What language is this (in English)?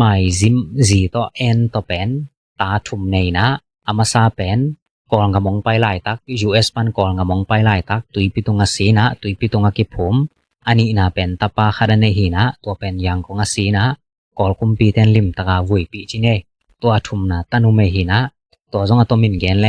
Tedim Chin